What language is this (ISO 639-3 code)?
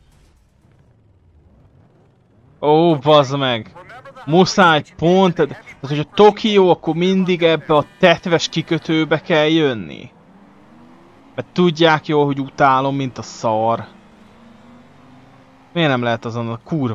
hun